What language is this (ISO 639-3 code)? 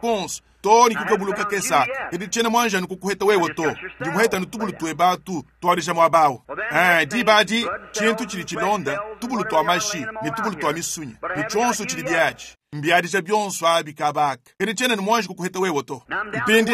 lua